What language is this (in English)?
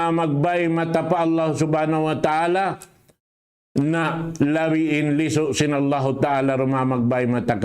Tausug